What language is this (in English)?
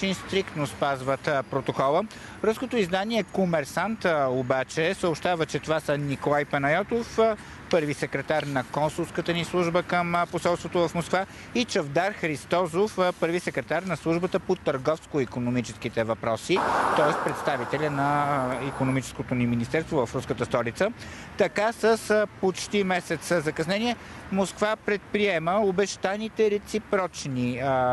Bulgarian